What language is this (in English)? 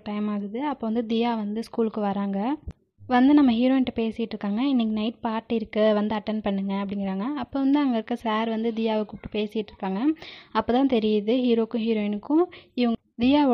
Tamil